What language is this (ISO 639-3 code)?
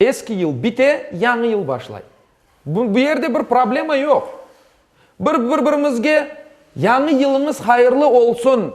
crh